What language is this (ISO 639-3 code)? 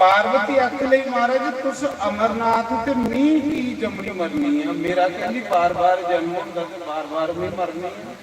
doi